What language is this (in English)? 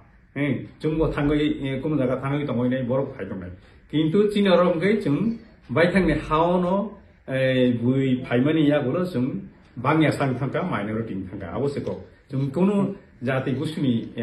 Kok Borok